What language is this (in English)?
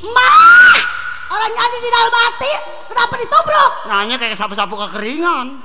Betawi